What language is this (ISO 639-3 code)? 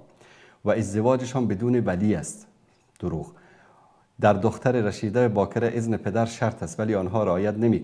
fas